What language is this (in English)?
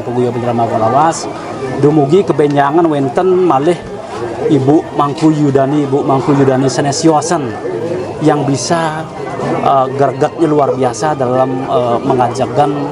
Balinese